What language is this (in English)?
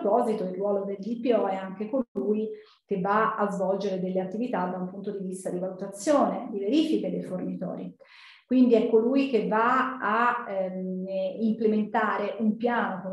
Italian